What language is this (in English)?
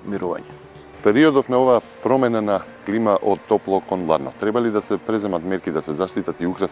Macedonian